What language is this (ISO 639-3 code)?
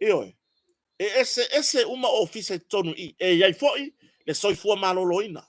smo